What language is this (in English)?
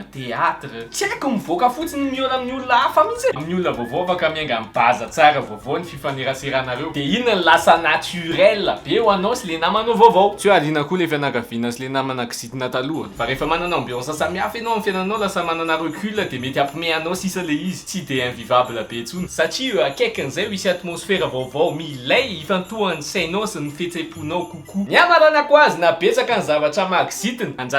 Malagasy